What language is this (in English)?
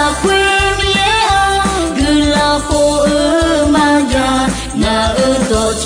Akha